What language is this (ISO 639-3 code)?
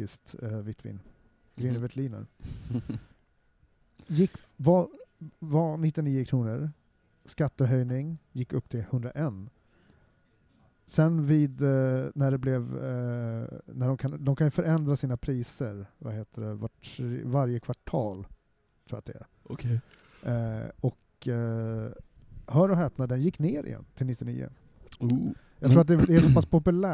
swe